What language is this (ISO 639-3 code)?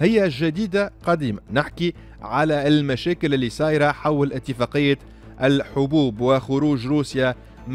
aeb